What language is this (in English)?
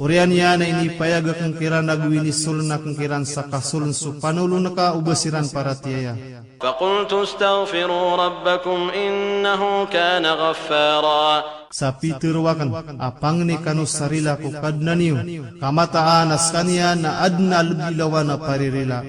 Maranao